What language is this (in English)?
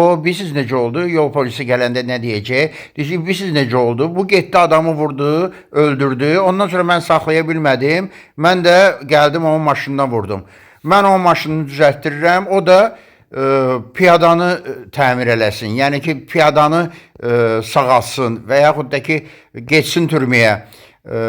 Azerbaijani